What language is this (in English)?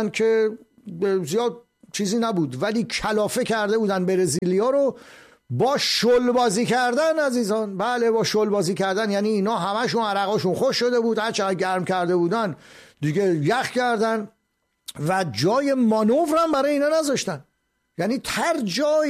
Persian